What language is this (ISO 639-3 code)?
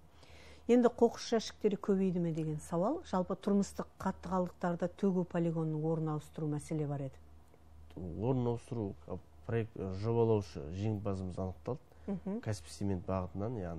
kaz